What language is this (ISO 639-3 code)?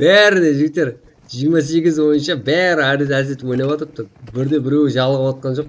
kaa